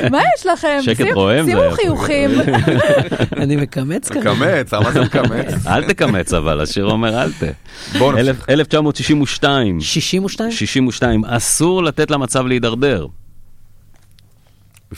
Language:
Hebrew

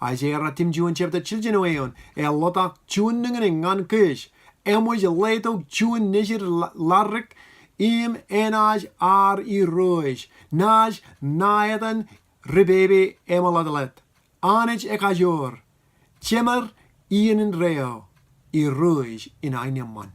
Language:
Marshallese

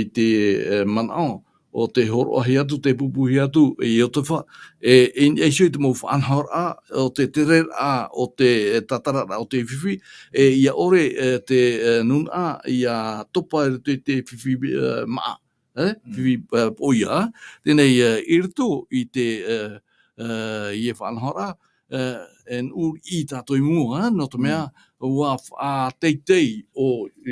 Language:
Tahitian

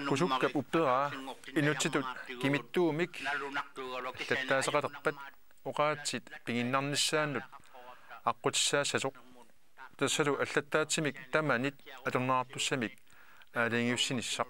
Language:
Kalaallisut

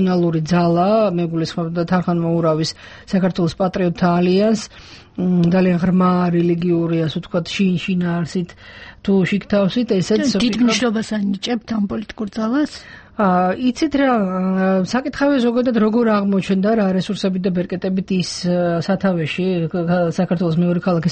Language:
Georgian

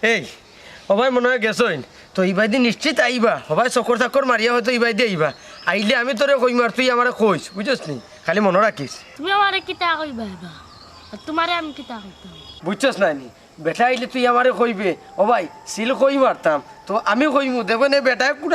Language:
Sylheti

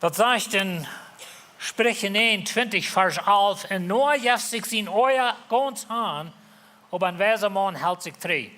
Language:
Plautdietsch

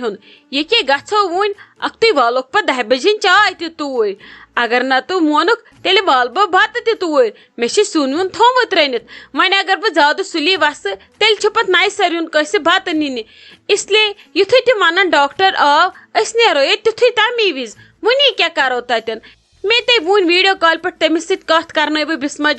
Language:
Kashmiri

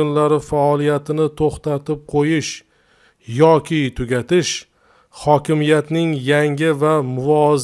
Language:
Uzbek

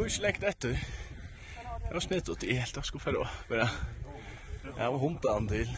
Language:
Faroese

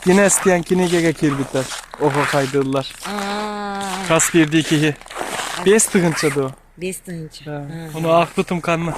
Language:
Yakut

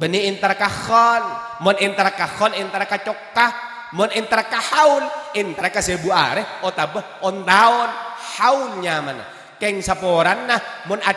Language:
Madurese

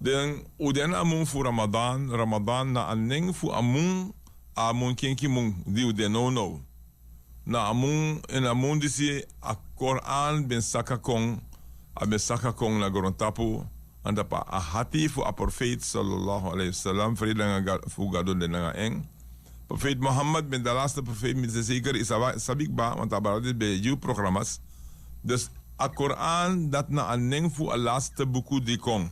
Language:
Sranan Tongo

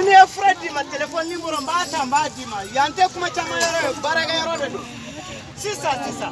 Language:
Bambara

